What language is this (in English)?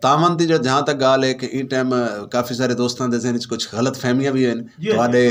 Saraiki